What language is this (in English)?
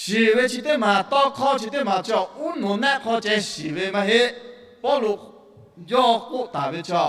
Lahu